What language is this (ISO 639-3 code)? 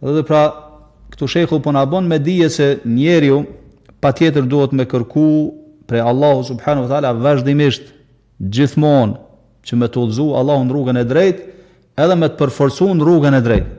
sqi